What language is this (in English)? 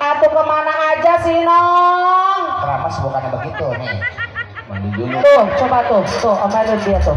Betawi